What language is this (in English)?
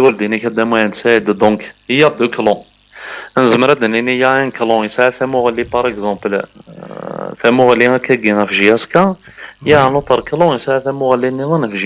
Kabyle